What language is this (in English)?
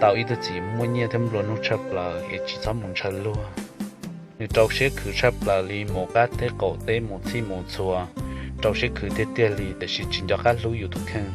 Hmong